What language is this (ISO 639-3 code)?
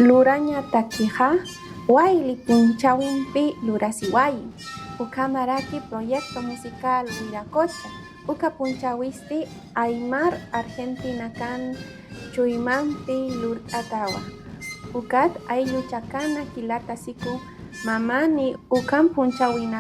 aym